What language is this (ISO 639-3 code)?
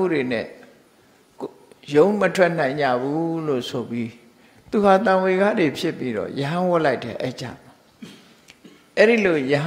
mya